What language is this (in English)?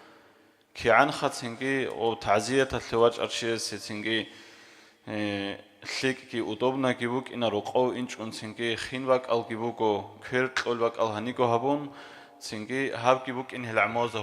Avaric